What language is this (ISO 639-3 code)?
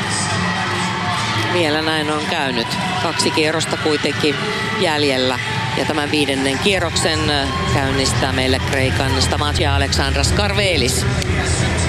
fin